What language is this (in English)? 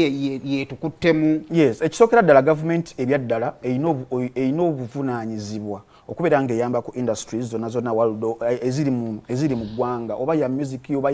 Ganda